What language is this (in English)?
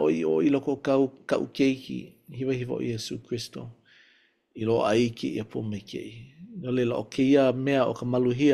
Hawaiian